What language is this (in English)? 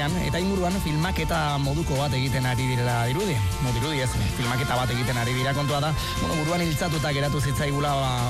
Basque